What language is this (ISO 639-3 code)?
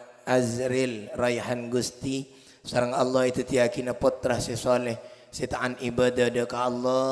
mad